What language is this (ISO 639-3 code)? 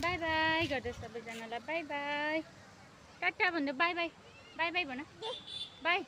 nep